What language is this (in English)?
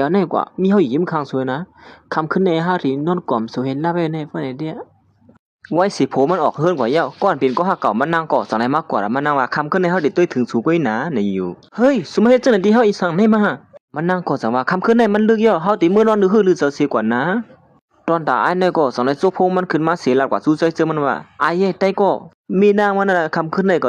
Shan